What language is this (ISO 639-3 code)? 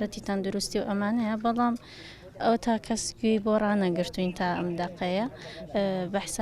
ckb